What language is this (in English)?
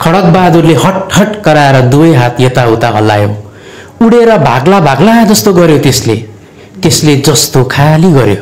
Nepali